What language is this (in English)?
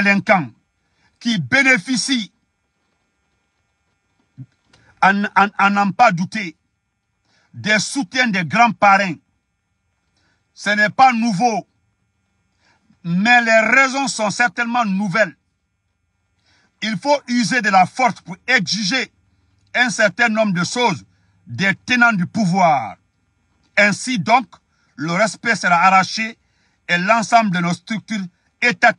French